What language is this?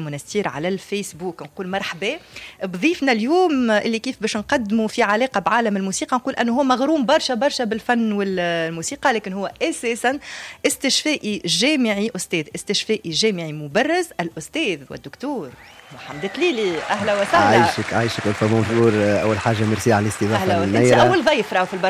Tunisian Arabic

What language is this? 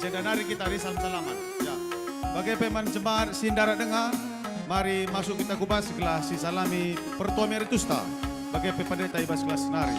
Batak Karo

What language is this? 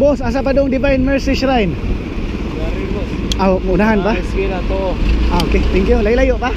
Cebuano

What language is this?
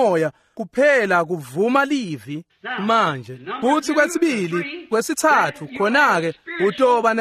Swati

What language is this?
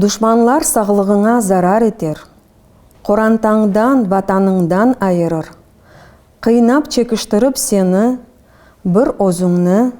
Crimean Tatar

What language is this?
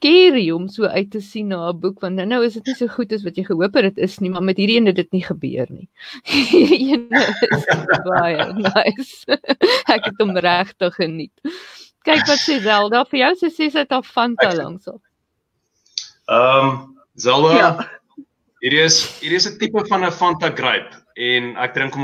Afrikaans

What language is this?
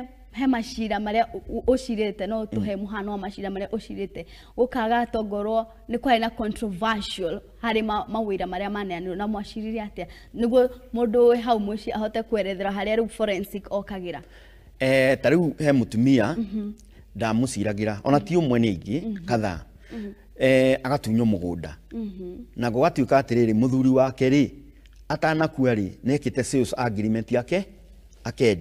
Kikuyu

